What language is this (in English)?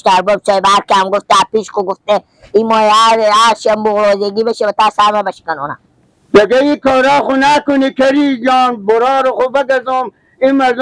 Persian